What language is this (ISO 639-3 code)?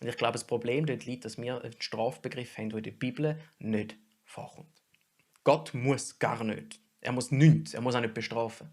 gsw